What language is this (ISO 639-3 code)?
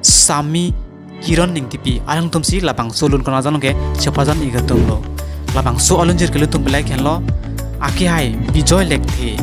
mjw